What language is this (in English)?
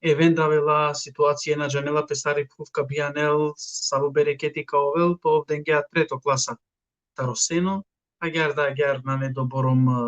Balkan Romani